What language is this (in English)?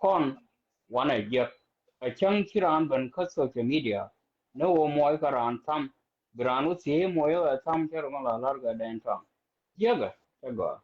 Nuer